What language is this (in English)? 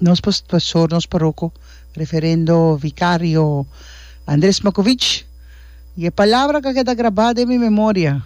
Papiamento